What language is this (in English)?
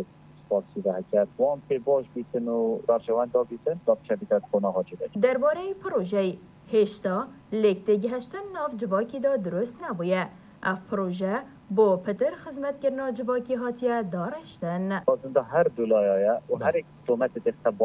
Kurdish